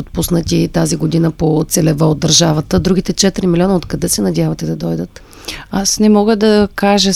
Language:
Bulgarian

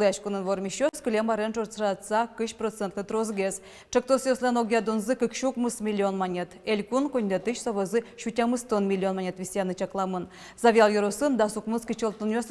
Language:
Udmurt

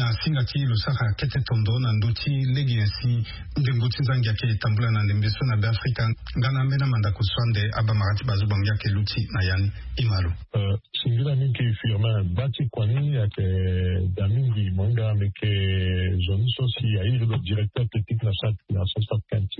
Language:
Sango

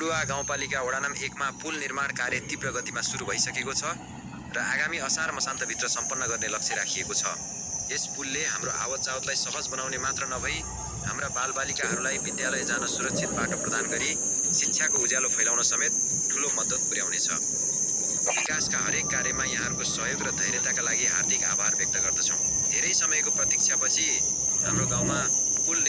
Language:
Nepali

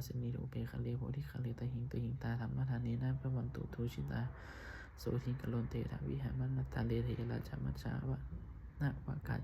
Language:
Pali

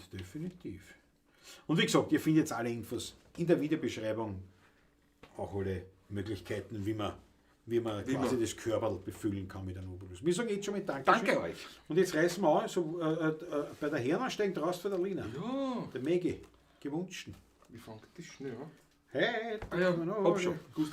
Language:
Bavarian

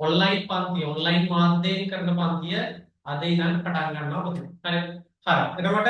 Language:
Sinhala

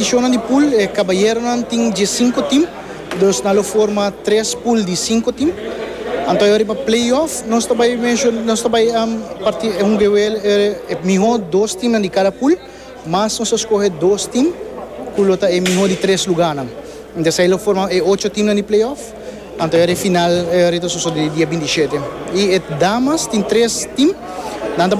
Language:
Papiamento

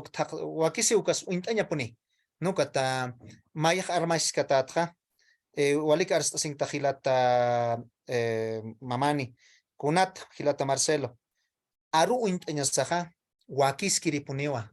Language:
Aymara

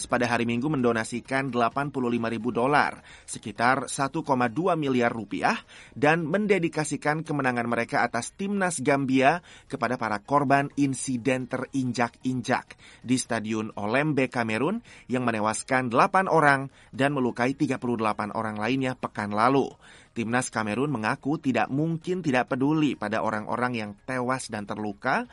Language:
Indonesian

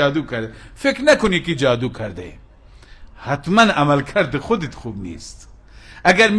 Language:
Persian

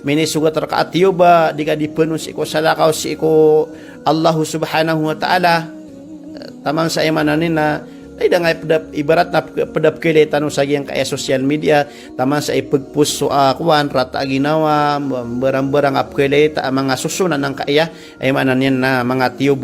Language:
Maranao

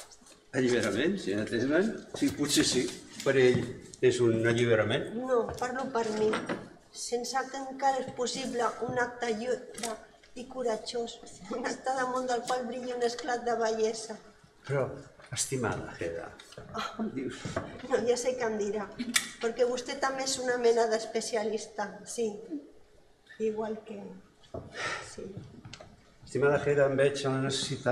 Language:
Catalan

